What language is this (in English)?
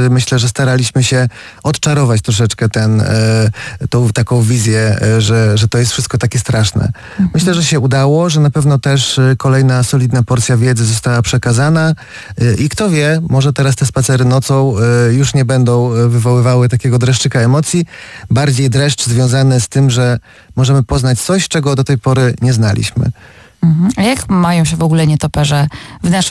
Polish